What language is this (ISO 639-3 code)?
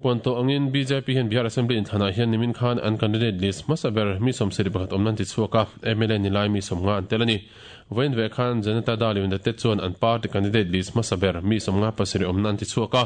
lus